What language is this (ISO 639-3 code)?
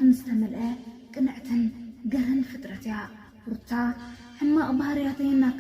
tir